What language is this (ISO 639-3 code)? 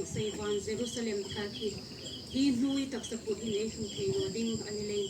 hmr